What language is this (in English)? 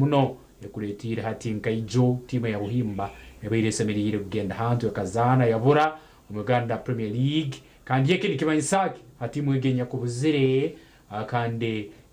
Nyankole